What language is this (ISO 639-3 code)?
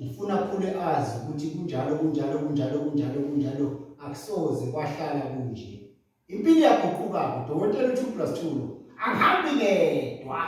zul